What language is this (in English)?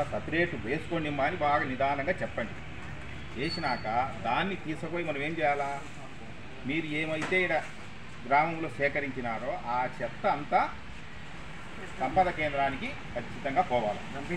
Telugu